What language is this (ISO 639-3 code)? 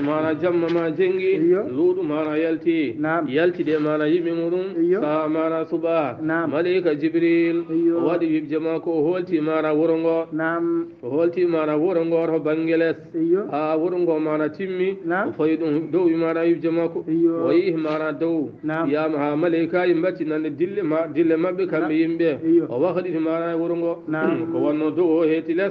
ful